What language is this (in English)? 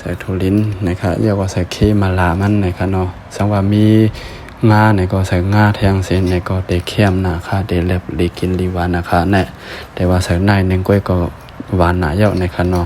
Shan